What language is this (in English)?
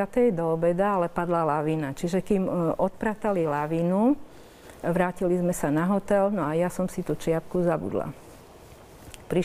Slovak